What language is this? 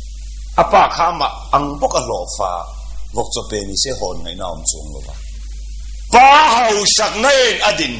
Mizo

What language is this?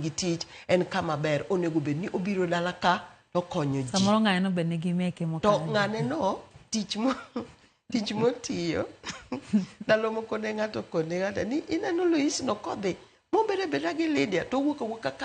Luo (Kenya and Tanzania)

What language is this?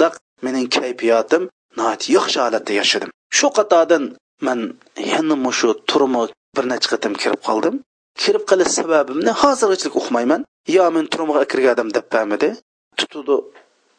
Uyghur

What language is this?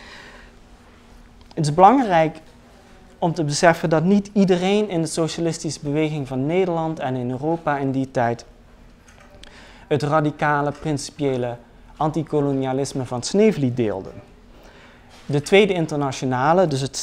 Dutch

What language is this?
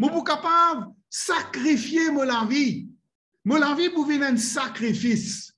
Morisyen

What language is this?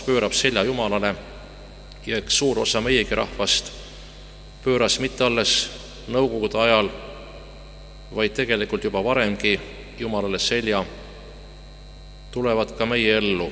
Estonian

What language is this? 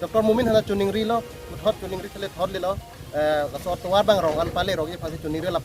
Karbi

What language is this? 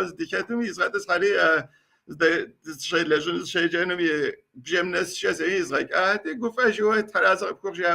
Kabardian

